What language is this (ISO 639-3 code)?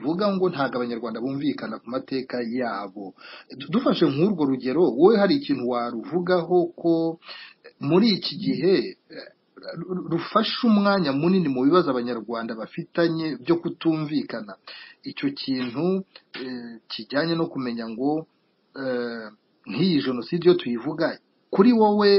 kin